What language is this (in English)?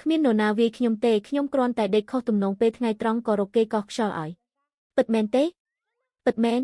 Khmer